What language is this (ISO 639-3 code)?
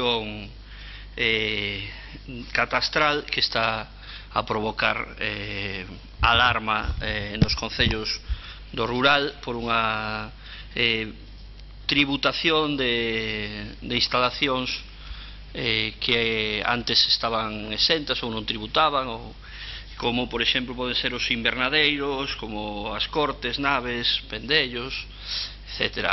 glg